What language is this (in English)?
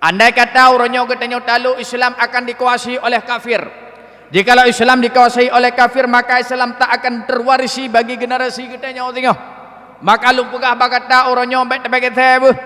Achinese